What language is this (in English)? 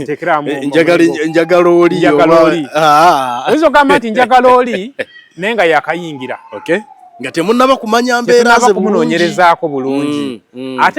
Ganda